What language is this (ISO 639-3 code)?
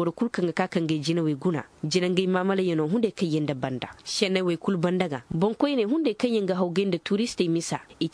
ses